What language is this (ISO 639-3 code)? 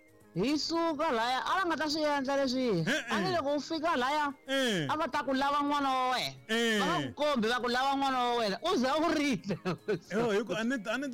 tso